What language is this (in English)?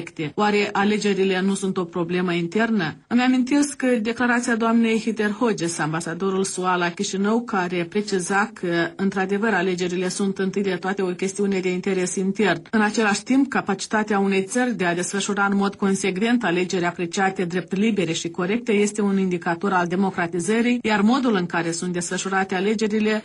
Romanian